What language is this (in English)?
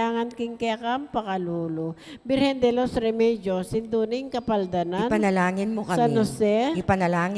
Pampanga